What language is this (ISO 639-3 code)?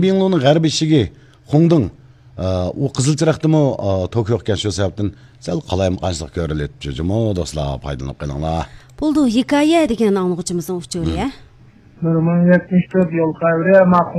uig